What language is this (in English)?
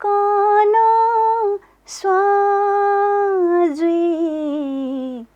Newari